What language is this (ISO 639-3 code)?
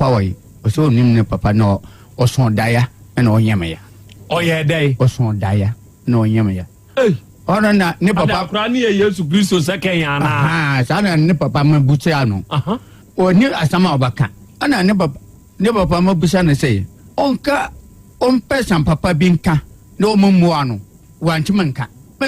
aka